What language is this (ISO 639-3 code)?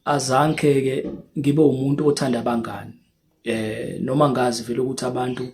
zul